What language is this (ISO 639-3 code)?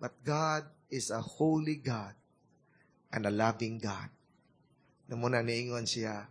ceb